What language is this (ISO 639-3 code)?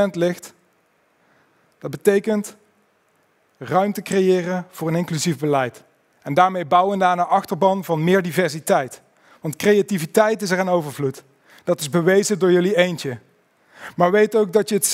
nld